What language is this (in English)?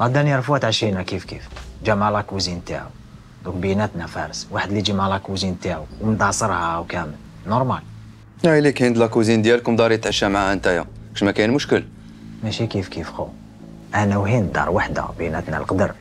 Algerian Arabic